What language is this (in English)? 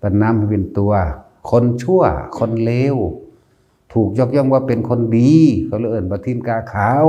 Northeastern Thai